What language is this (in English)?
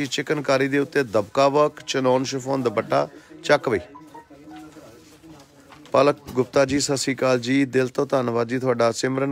Punjabi